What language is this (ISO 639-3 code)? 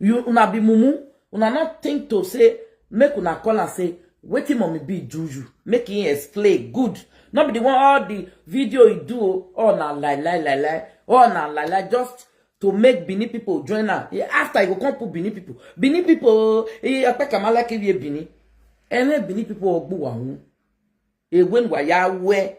pcm